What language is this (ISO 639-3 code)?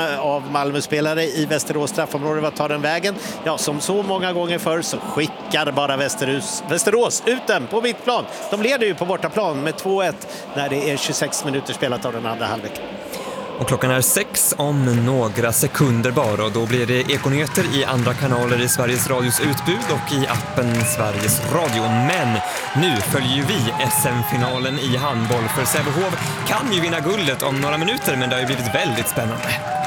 swe